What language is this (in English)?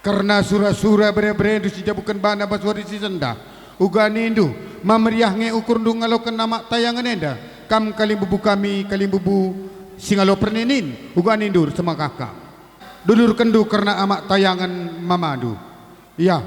Batak Karo